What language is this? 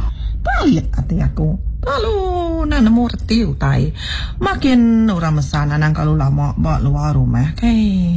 Iban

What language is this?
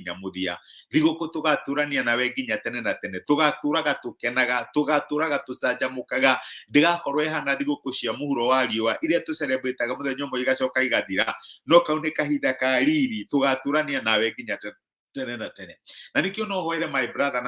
Kikuyu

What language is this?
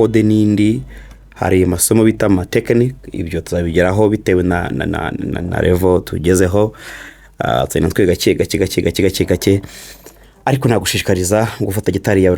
Kinyarwanda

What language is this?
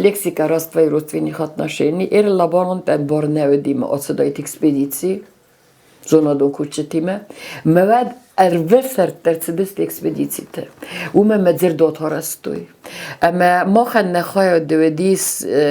Ossetic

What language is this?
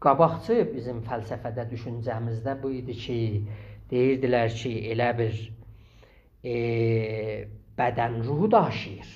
South Azerbaijani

